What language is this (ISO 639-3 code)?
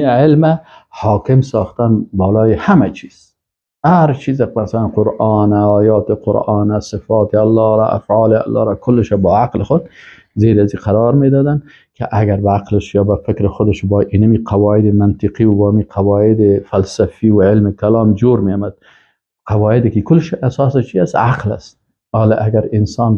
fas